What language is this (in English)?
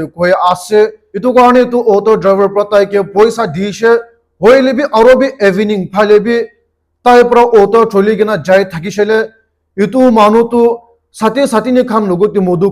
Naga Pidgin